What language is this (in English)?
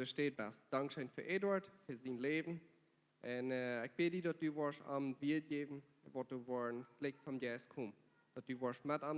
Plautdietsch